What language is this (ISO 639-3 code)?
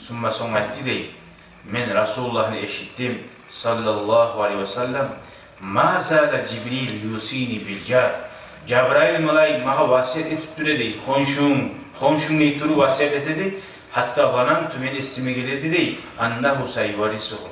kum